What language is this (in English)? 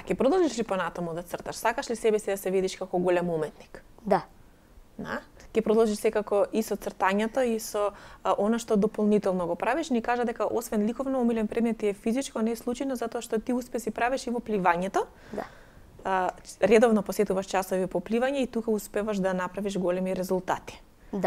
Macedonian